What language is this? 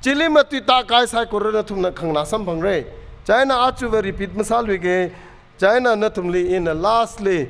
Tangkhul Naga (India)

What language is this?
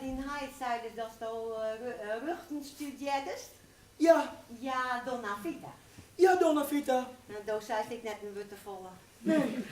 Western Frisian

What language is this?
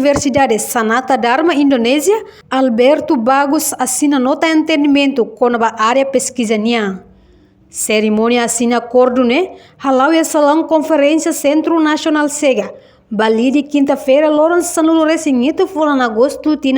Tetum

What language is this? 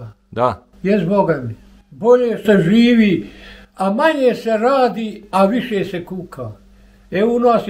Bosnian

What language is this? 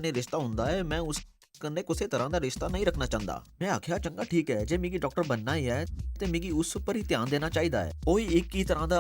Dogri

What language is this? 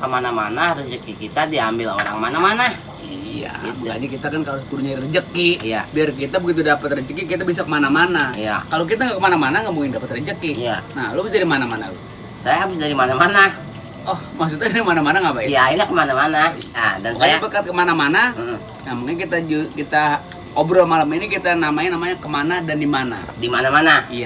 Betawi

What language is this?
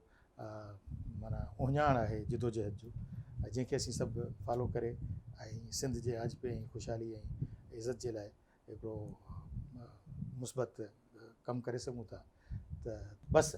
Sindhi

